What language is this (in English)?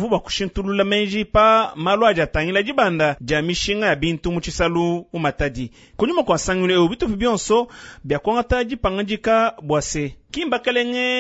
Luba-Lulua